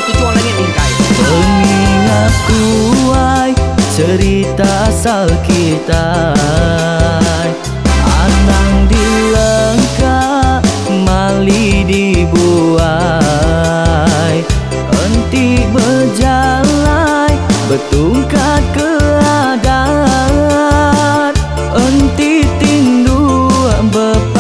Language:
Iban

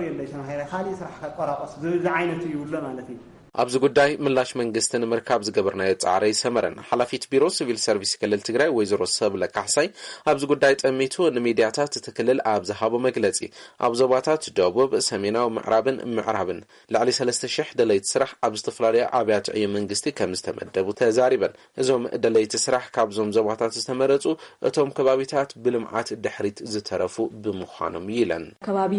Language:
Tigrinya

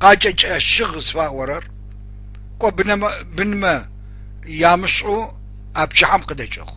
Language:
Adyghe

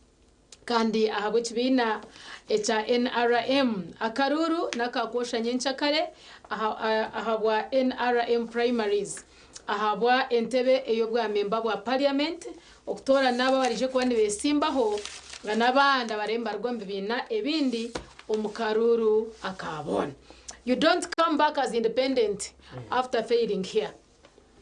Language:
Nyankole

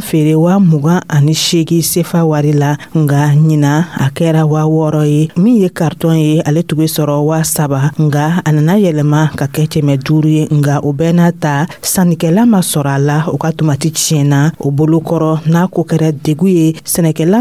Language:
Dyula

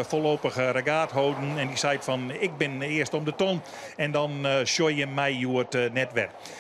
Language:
Western Frisian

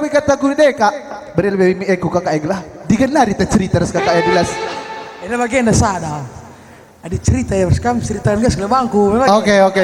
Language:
Batak Karo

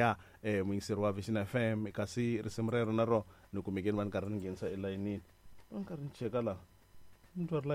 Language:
Tsonga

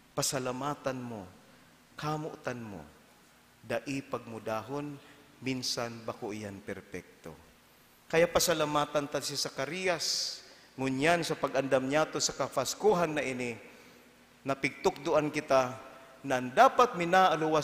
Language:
Bikol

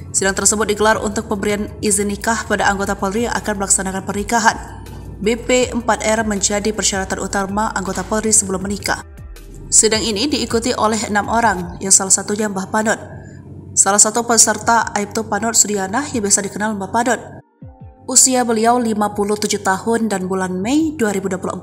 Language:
Indonesian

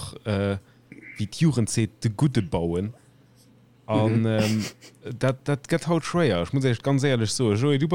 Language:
Luxembourgish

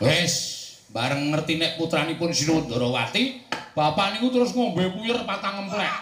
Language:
Javanese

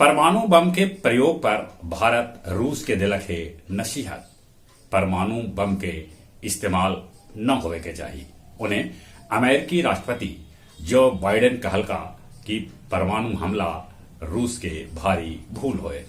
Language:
Magahi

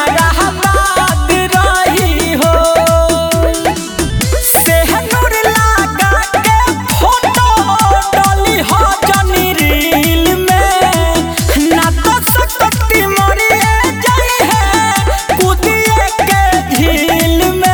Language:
Bhojpuri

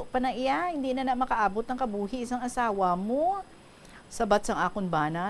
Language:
Hiligaynon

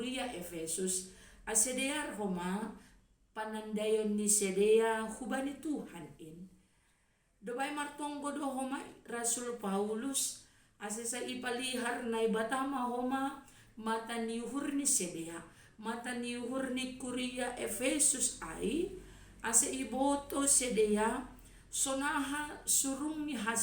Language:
Batak Simalungun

